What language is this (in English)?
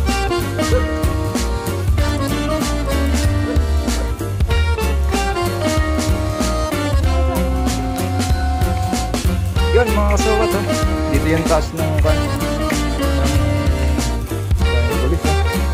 Filipino